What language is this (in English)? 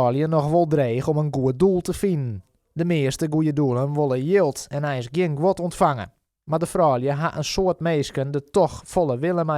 Western Frisian